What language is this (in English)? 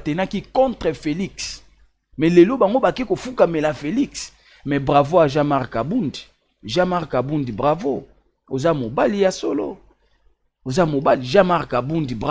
Lingala